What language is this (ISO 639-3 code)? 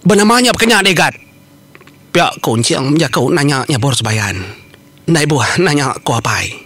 iba